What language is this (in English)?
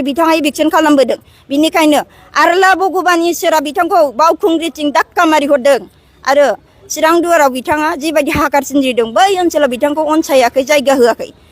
Bodo